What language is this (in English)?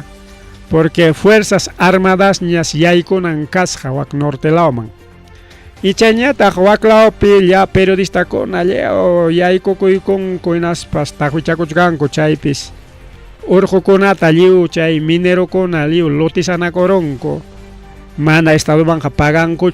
Ayacucho Quechua